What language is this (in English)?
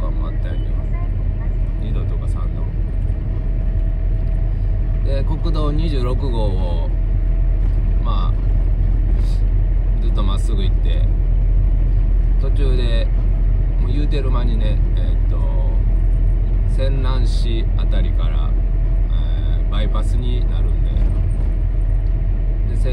Japanese